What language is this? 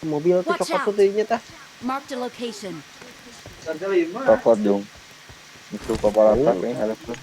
Sundanese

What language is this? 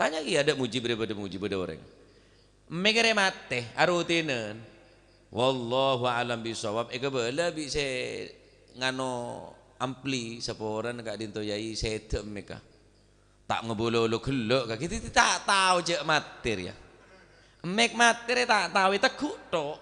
Madurese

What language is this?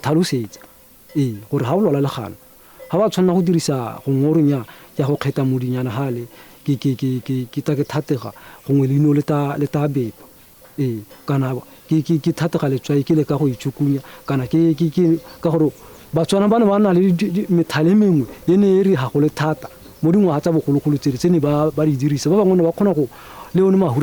Tswana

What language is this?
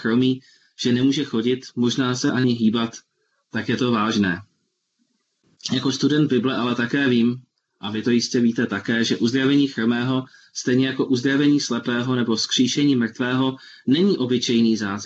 Czech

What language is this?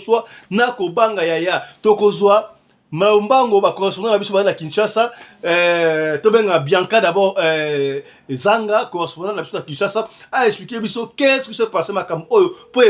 Lingala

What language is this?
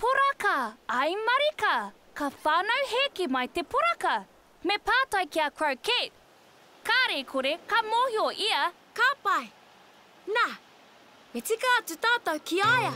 Māori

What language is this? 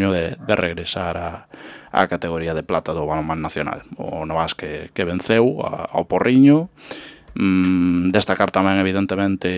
Galician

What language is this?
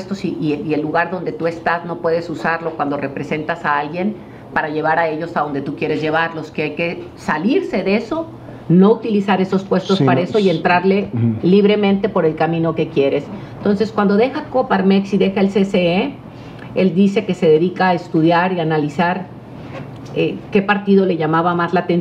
Spanish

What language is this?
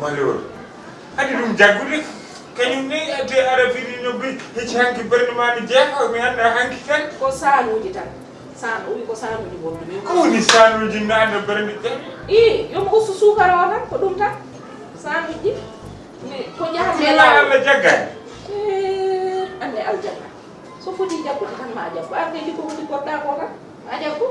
Fula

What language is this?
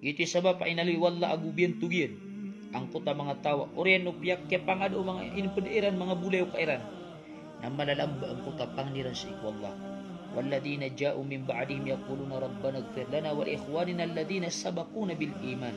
Maranao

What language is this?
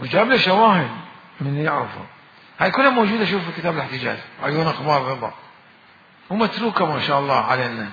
Mesopotamian Arabic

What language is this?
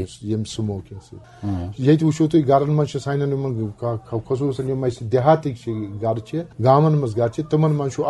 Kashmiri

